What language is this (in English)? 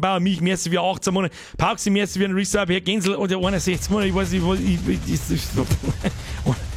Bavarian